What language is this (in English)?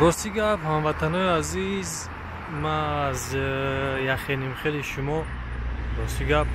Tajik